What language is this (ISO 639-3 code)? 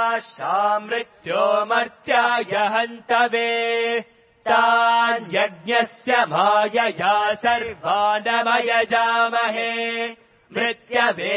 san